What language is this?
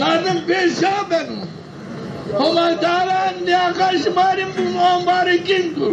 Zaza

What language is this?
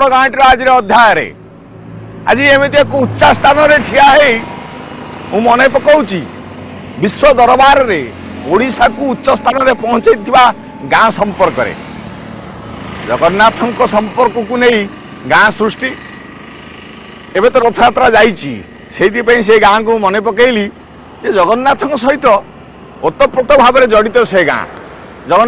Odia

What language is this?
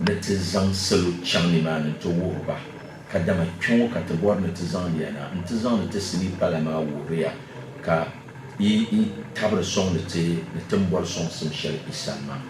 Dagbani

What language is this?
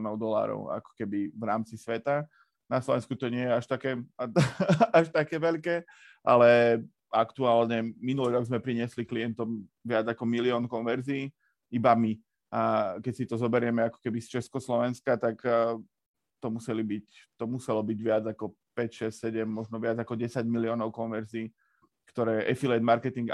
Slovak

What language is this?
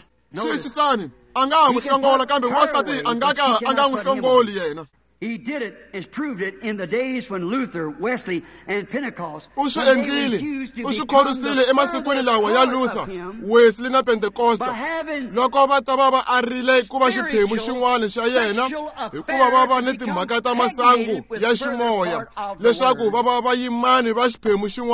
Tsonga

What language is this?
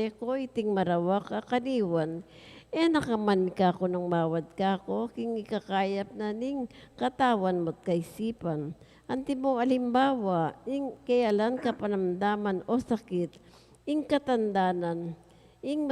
Pampanga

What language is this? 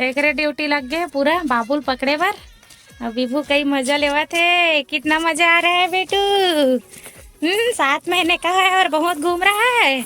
Chhattisgarhi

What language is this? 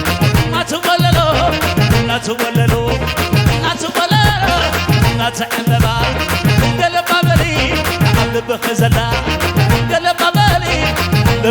Tigrinya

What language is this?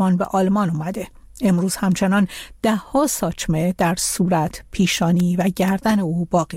Persian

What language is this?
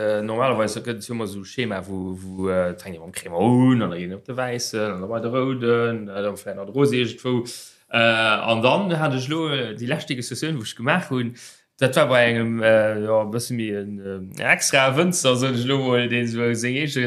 Luxembourgish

